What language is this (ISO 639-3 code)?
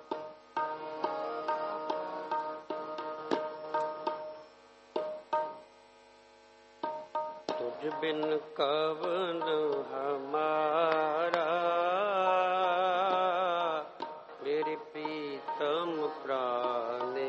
pan